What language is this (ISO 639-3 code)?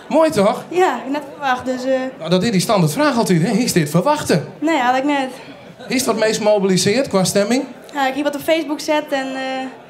fry